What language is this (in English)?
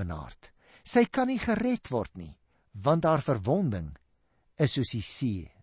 Afrikaans